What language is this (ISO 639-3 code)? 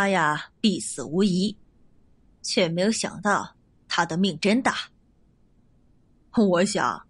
zho